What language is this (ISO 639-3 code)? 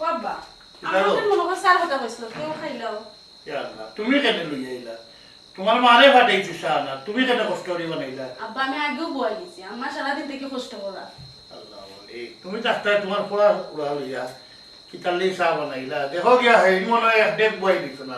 syl